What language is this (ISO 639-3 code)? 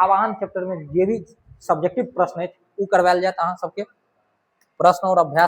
mai